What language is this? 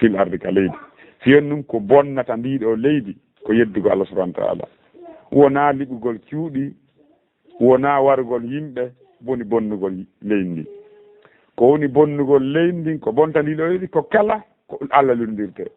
Fula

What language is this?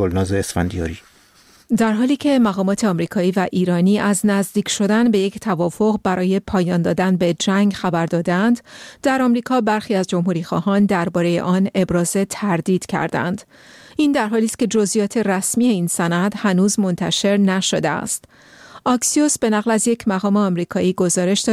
Persian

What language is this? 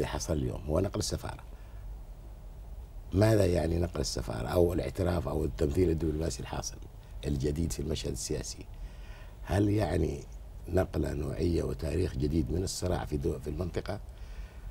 Arabic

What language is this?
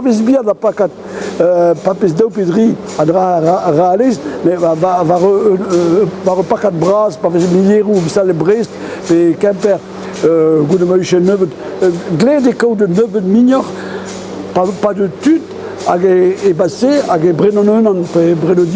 Breton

